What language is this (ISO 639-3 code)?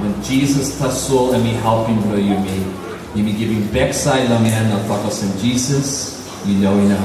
tpi